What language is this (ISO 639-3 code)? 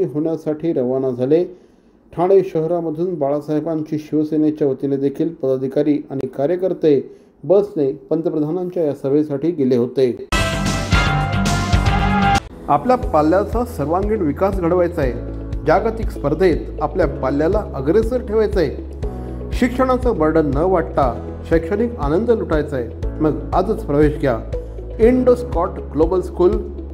mar